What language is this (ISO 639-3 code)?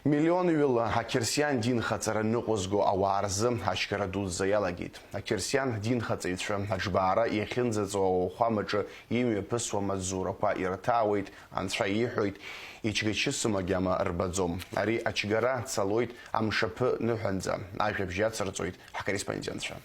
abk